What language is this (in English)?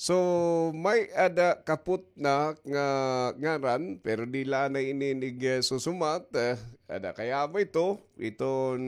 Waray